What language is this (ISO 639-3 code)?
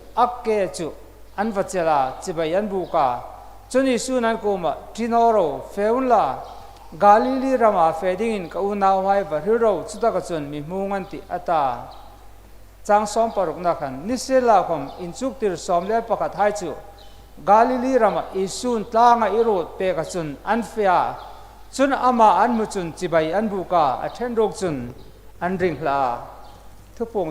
hmr